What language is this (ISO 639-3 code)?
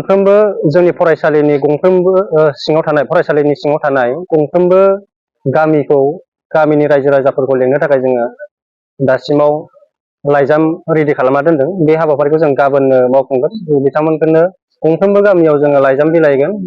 brx